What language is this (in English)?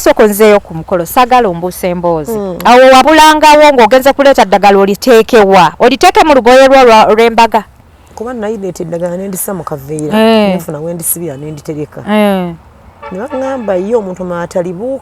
Ganda